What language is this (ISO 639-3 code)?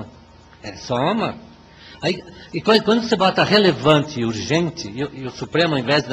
por